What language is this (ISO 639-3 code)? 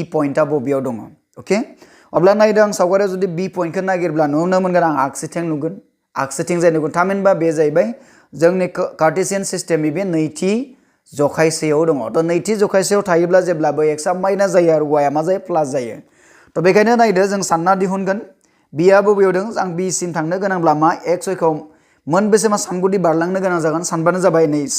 brx